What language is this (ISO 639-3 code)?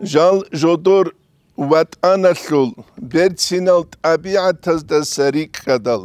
ava